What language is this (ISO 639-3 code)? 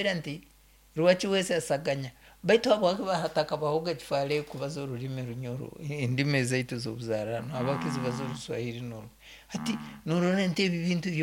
nyo